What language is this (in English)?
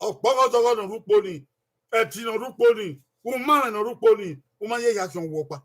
Bini